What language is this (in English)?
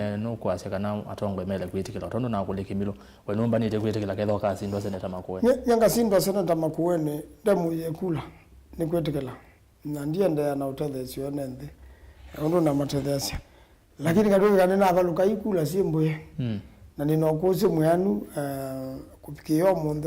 Kamba